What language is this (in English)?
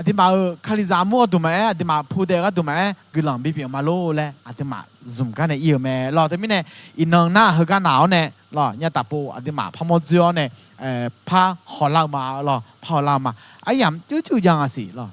Akha